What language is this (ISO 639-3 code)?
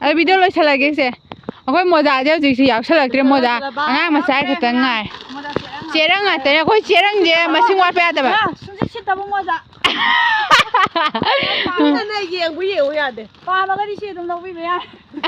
mni